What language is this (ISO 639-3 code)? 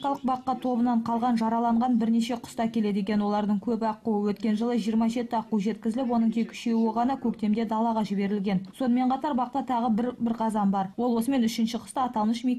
kaz